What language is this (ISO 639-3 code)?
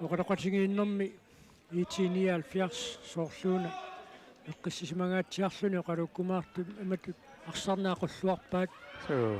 kal